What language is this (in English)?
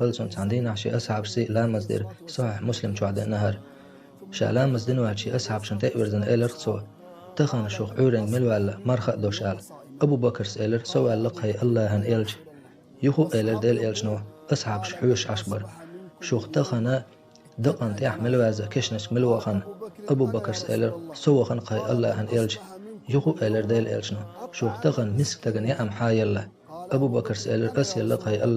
Chechen